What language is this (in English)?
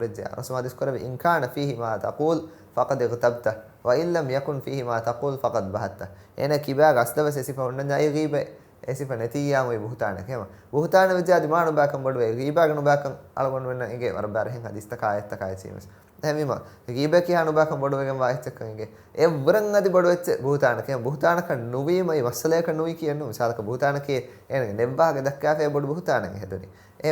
Divehi